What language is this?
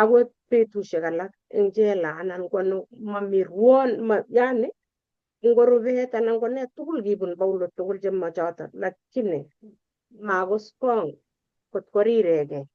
Kalenjin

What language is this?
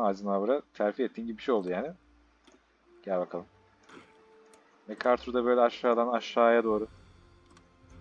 Turkish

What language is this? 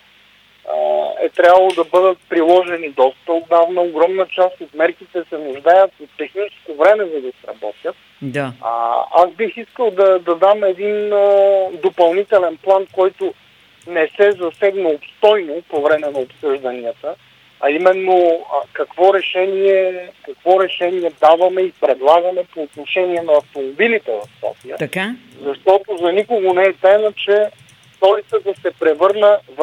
Bulgarian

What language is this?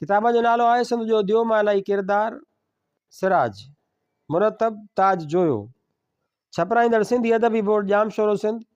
Sindhi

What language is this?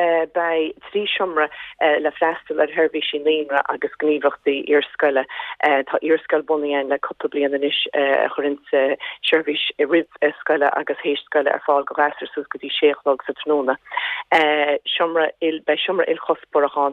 Irish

